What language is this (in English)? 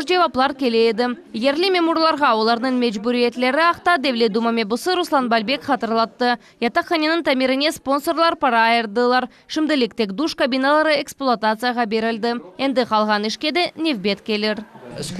Crimean Tatar